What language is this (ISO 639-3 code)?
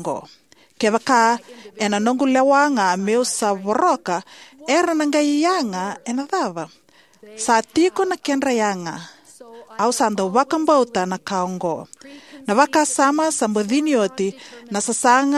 fij